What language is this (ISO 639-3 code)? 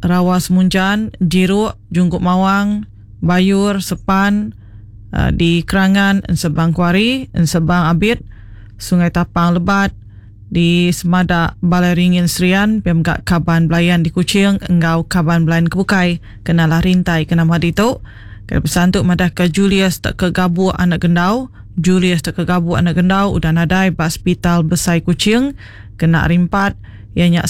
iba